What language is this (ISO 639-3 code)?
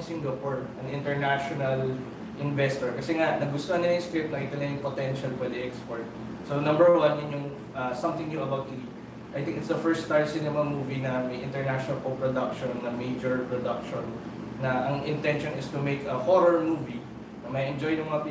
fil